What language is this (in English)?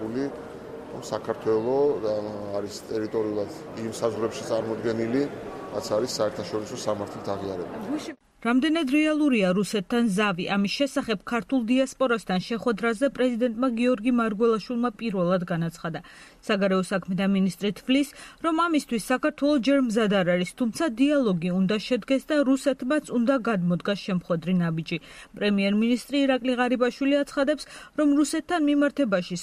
Georgian